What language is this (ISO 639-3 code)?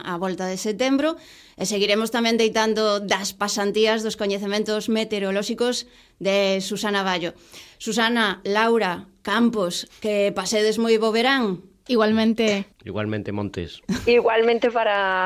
glg